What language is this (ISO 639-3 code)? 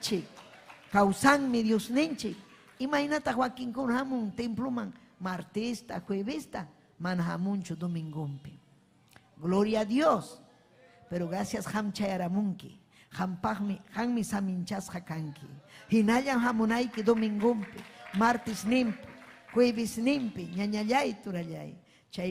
quy